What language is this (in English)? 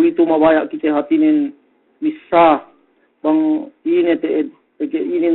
Yakan